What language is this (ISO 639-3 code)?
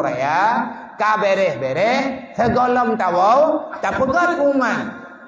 ace